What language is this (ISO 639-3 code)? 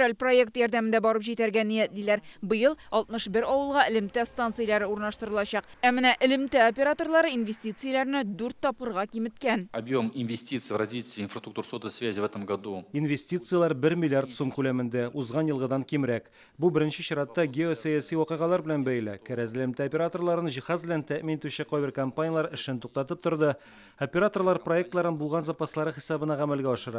tat